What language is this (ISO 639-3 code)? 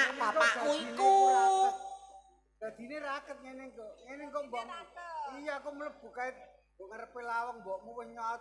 jav